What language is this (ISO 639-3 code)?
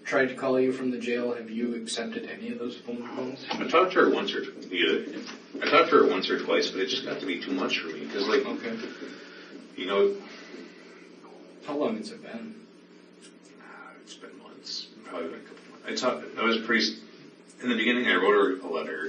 eng